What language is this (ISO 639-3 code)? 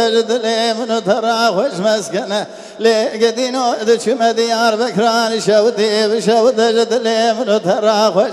kur